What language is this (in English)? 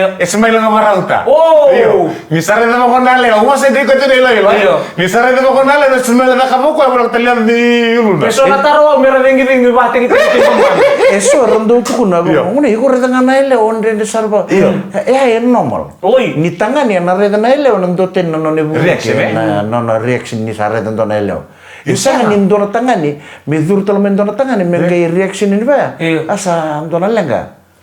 Fijian